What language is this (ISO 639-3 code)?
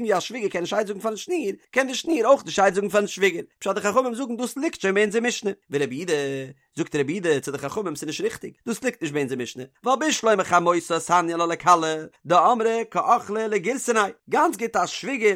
yid